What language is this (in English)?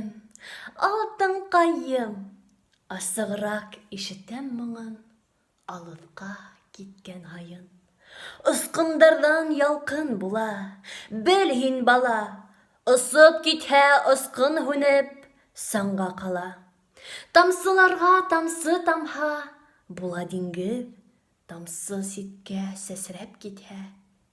Bashkir